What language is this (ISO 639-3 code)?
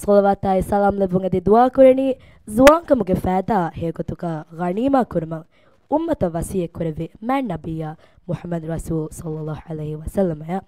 div